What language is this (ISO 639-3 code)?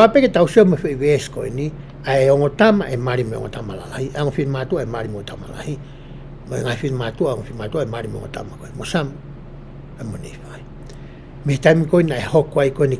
ton